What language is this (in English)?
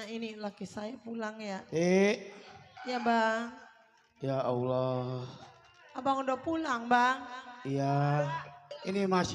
Betawi